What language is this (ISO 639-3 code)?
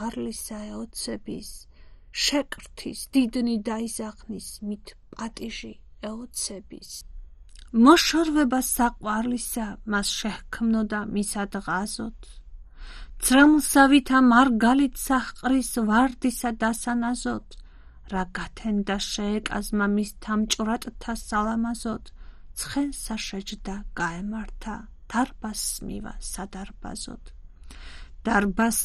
kat